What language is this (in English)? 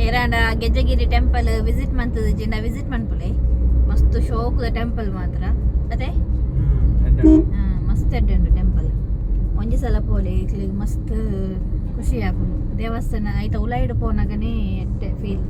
Tulu